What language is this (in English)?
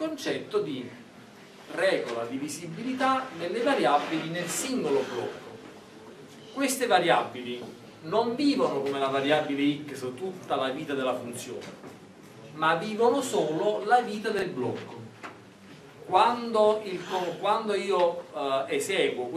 Italian